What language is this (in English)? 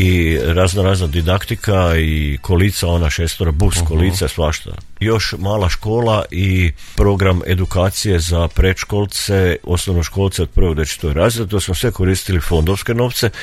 Croatian